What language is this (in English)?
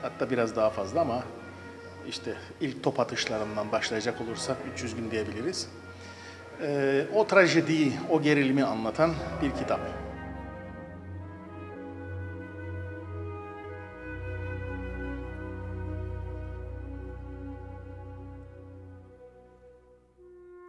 Turkish